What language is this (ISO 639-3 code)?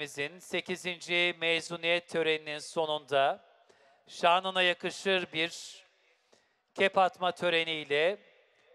tur